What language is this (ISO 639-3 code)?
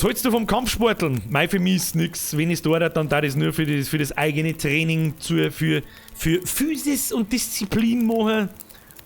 bar